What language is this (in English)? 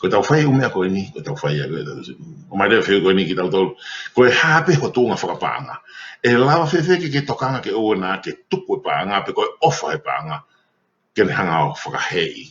Tongan